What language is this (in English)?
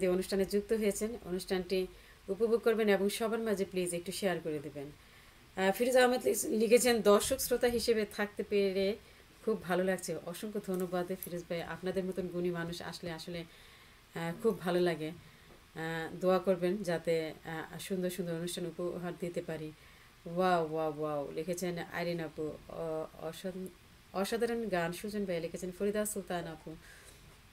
Bangla